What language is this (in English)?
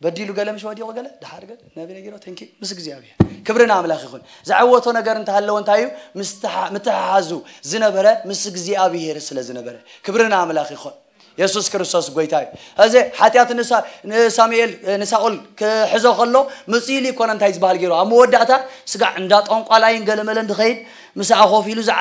Tigrinya